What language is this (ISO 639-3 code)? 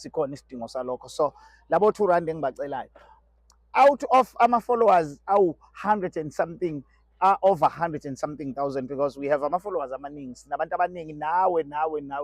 zul